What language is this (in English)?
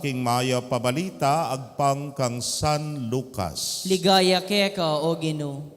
Pampanga